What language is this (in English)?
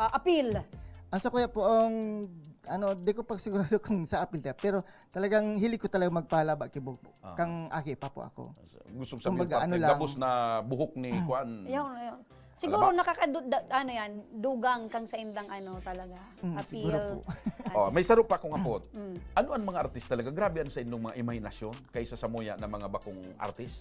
Bikol